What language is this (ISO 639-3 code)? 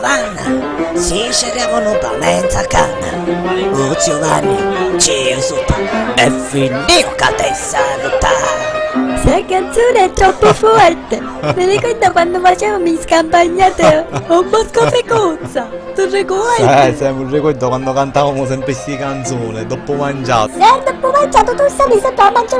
scn